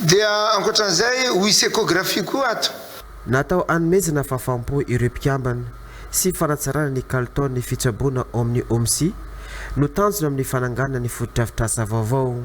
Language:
Malagasy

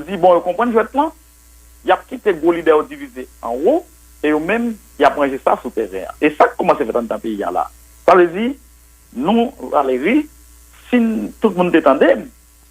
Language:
Haitian Creole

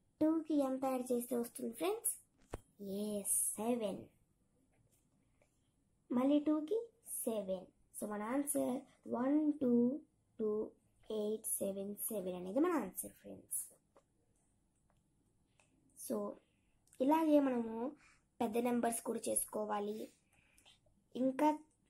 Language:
Telugu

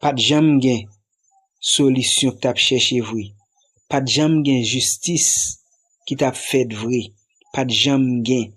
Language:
Haitian Creole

